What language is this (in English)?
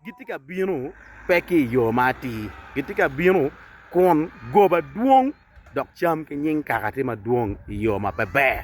Acoli